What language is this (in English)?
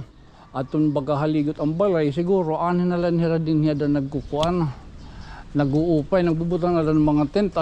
Waray